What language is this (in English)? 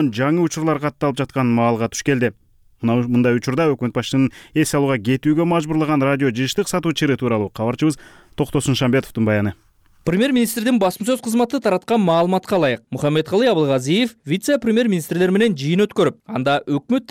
Kyrgyz